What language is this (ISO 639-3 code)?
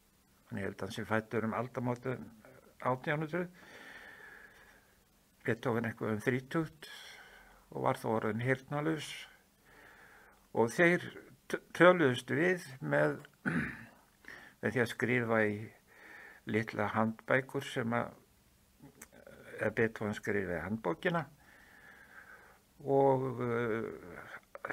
isl